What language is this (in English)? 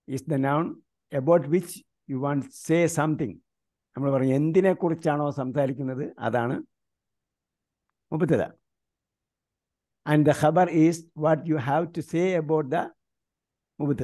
Malayalam